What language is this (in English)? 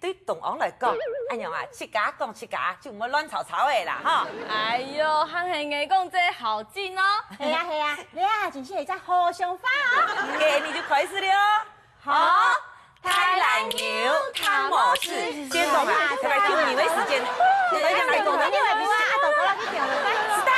Hakka Chinese